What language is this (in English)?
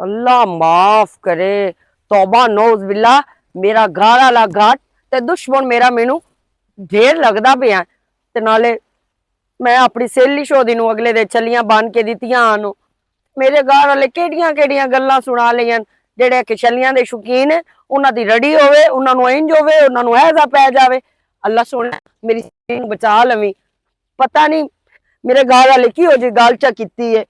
Western Panjabi